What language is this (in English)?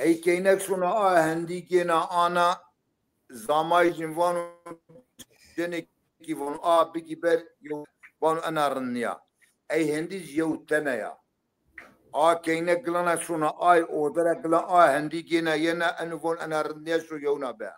Zaza